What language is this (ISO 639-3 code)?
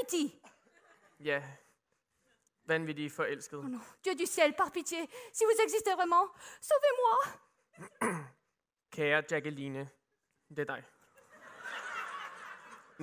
dan